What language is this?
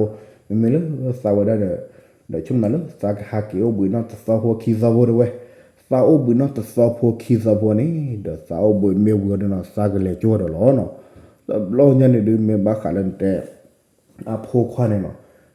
S'gaw Karen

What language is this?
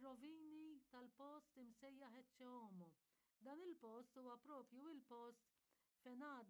Maltese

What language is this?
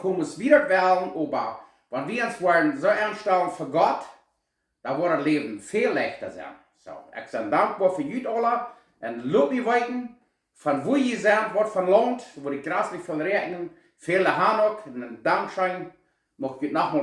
Plautdietsch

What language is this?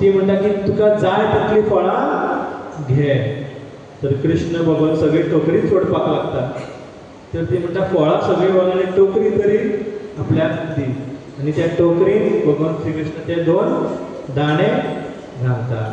Konkani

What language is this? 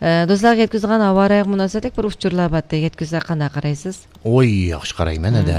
Uyghur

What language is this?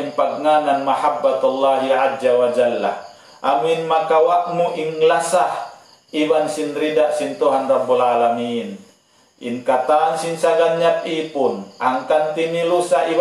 Tausug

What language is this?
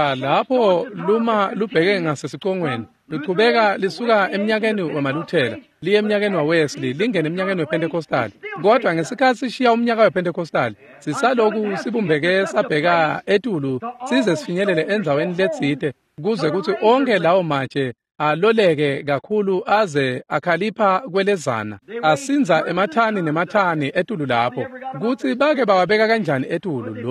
Swati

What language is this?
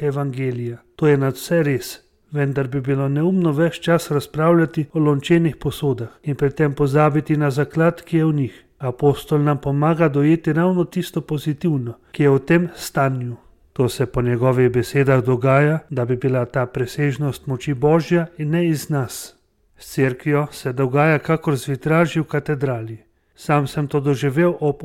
Slovenian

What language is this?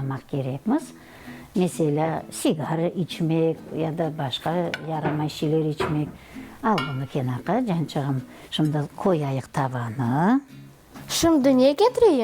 Crimean Tatar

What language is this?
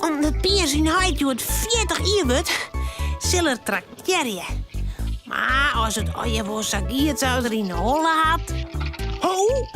Western Frisian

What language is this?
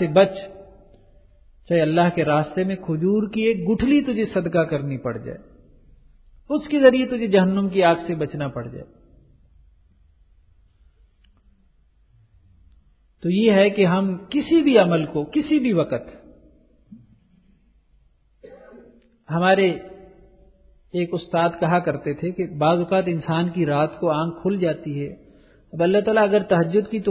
Urdu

